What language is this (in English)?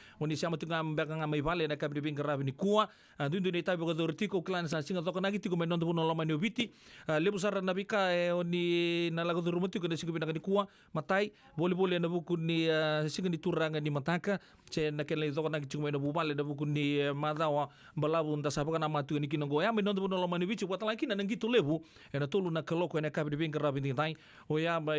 Fijian